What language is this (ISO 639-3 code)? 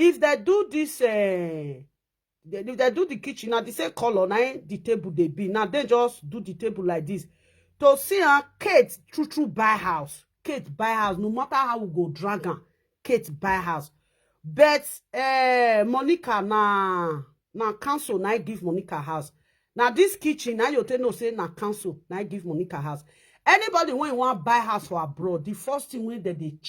pcm